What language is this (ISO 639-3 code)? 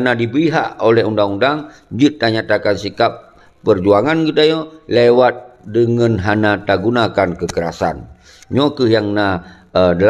ace